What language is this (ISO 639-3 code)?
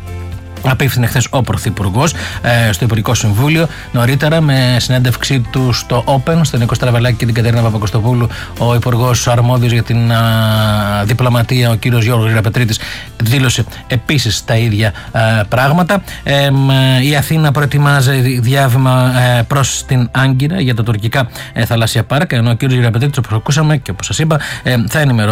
ell